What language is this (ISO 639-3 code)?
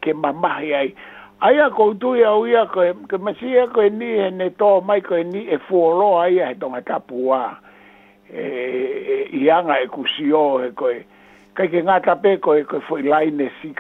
ton